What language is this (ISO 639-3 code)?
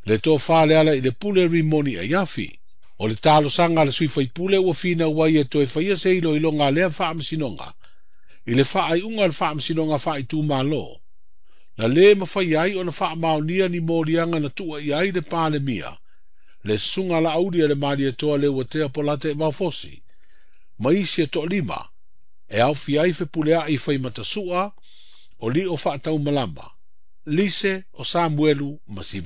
smo